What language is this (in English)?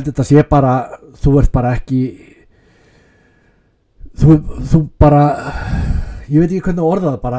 Icelandic